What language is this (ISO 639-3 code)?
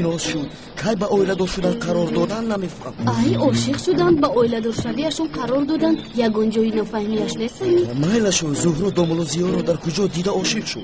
tgk